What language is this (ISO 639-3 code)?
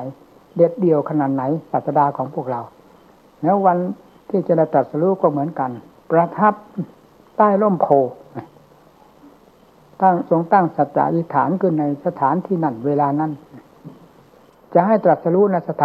tha